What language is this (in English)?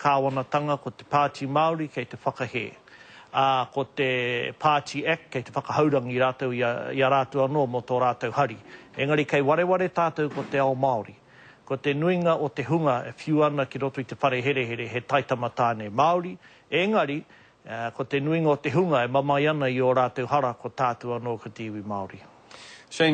Māori